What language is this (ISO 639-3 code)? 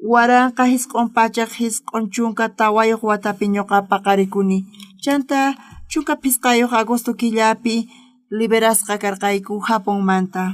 quh